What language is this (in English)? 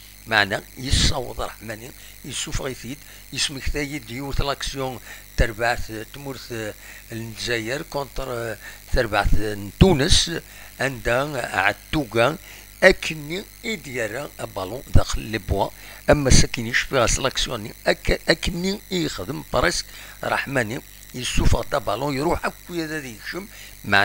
Kabyle